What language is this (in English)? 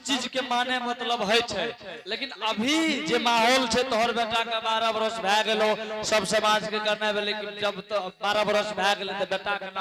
Angika